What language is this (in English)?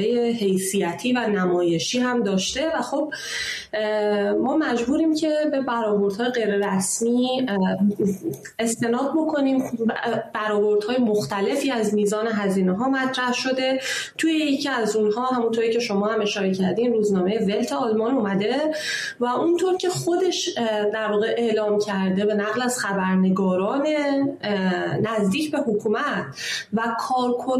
Persian